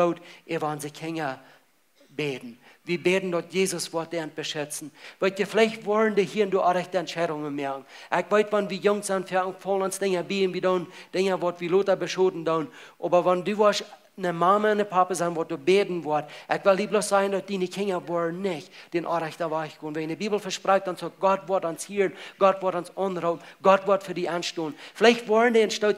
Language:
Plautdietsch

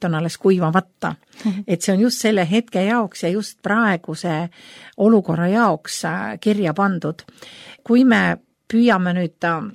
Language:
Estonian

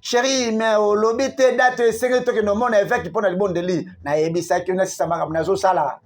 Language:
Lingala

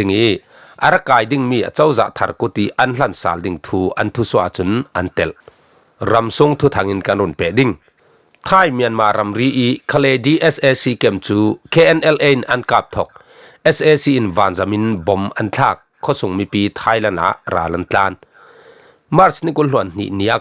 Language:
Falam Chin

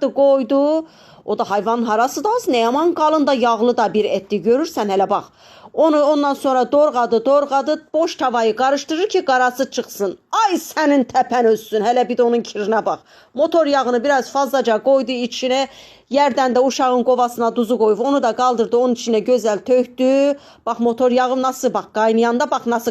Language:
Azerbaijani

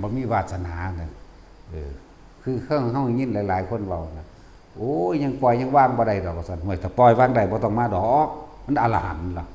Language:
Northeastern Thai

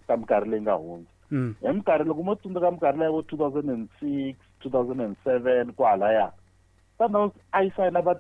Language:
Tsonga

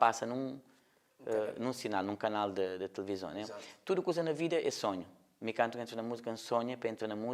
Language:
Kabuverdianu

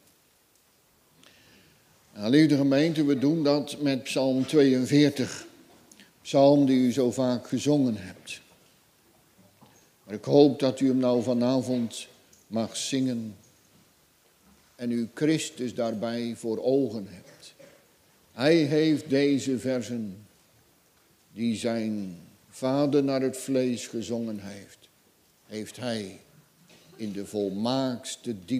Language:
Dutch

